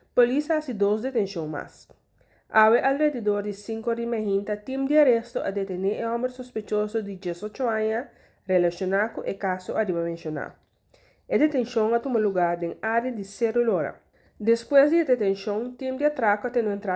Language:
Papiamento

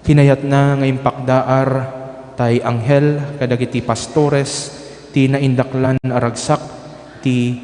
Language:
Iloko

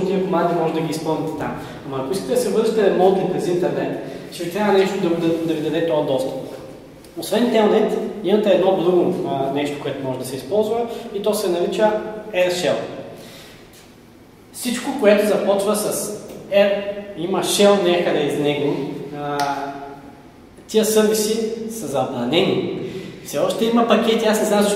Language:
Bulgarian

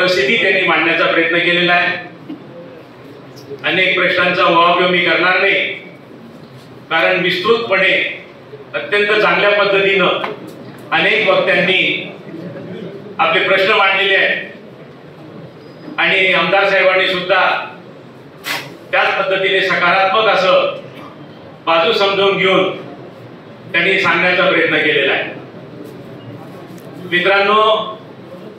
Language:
Marathi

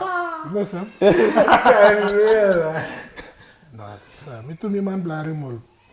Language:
Tok Pisin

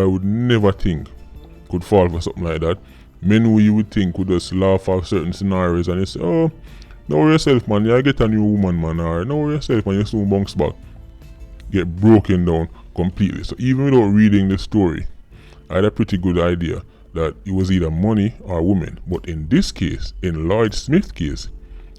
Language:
Jamaican Creole English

